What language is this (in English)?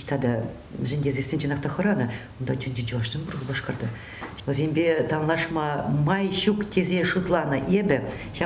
Chuvash